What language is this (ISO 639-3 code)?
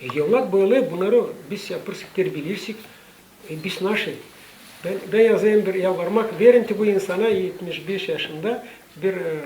gag